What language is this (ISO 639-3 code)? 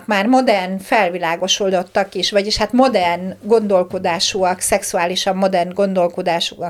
hun